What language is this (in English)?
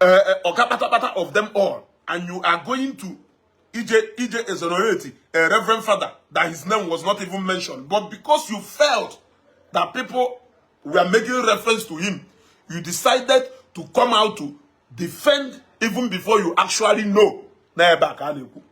Igbo